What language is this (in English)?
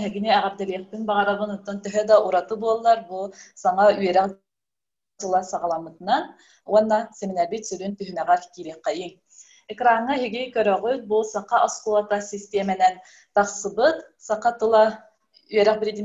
Yakut